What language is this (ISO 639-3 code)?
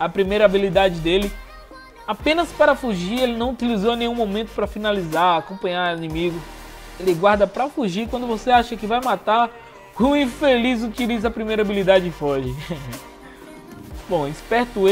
por